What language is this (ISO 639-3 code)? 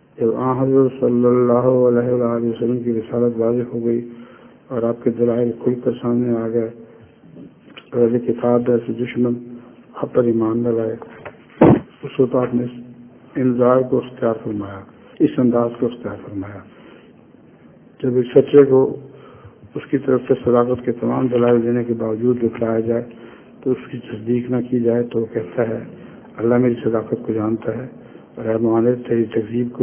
urd